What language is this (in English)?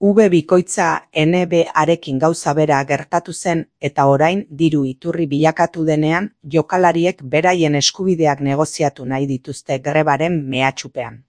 Basque